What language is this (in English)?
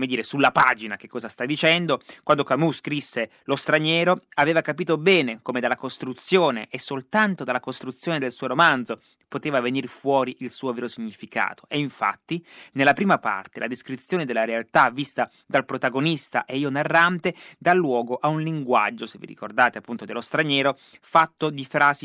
Italian